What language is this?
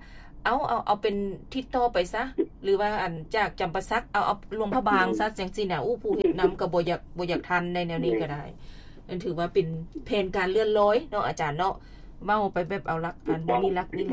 Lao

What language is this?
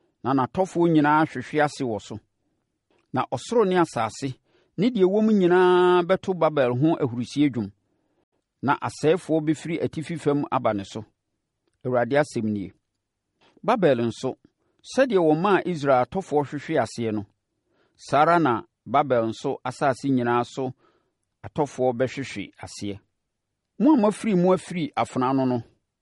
Akan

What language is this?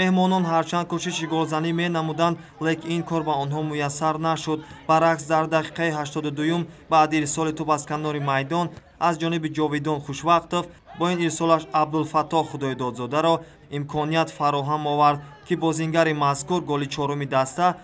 Tajik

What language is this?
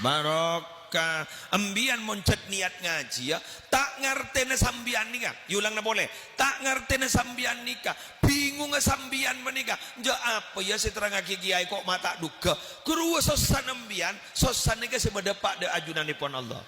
Madurese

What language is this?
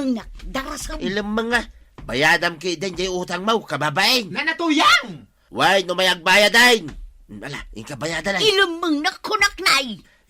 Iloko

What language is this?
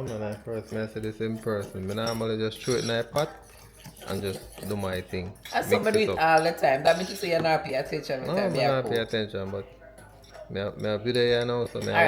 Jamaican Creole English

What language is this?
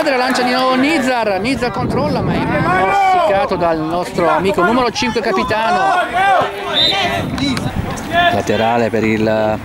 Italian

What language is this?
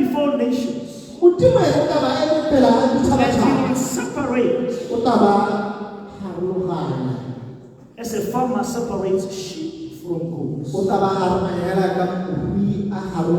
Tswana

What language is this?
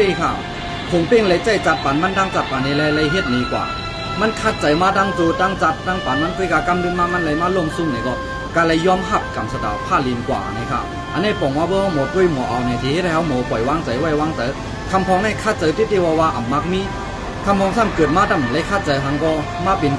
Shan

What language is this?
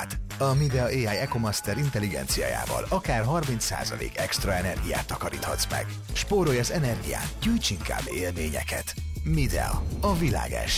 Hungarian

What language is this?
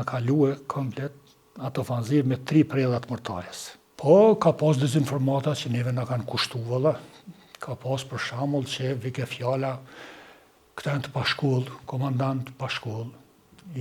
Albanian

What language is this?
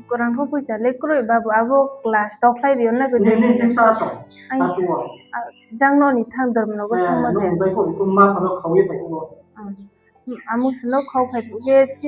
Riang (India)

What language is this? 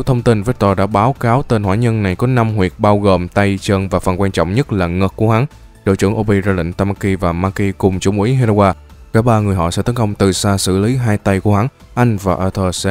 Vietnamese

